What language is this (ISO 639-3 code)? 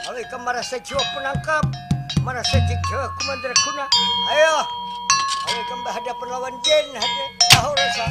bjn